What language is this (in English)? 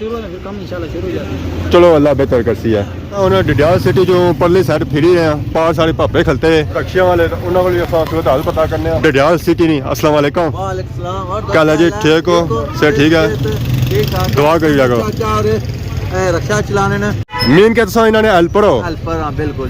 Pahari-Potwari